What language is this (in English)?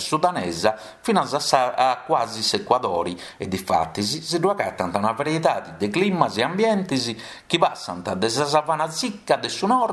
Sardinian